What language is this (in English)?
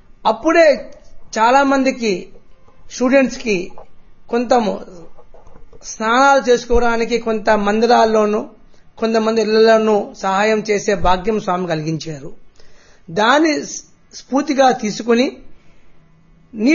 Telugu